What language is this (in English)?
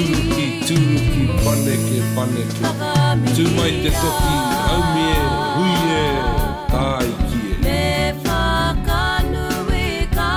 Māori